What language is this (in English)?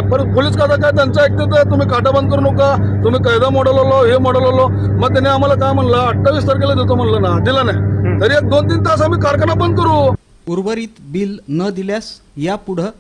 Marathi